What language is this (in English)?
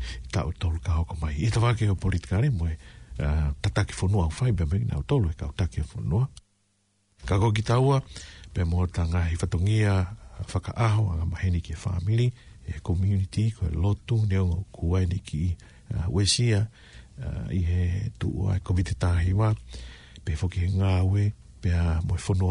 Tongan